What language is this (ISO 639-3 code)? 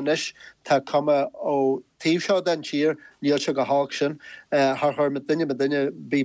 gle